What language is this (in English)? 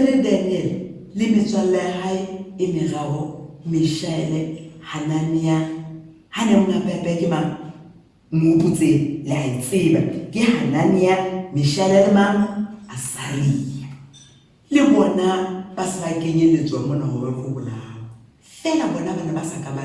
Southern Sotho